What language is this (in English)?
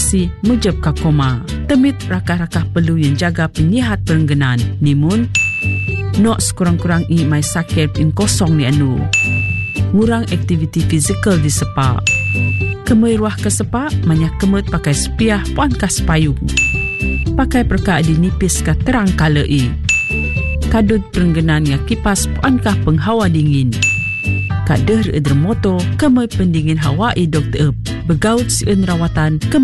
Malay